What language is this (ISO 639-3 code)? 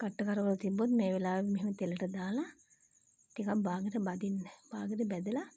sin